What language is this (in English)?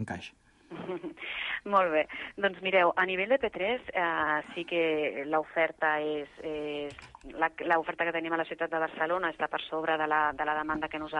Catalan